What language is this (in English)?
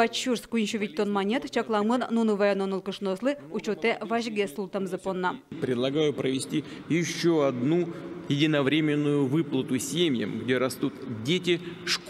Udmurt